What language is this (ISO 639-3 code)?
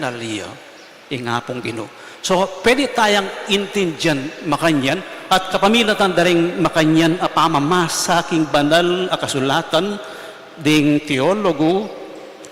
pam